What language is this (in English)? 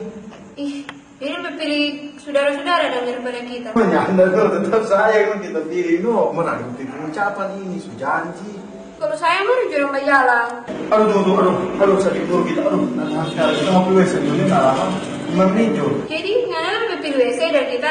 Manado Malay